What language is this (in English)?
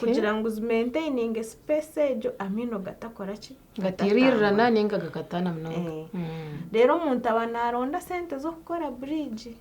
Nyankole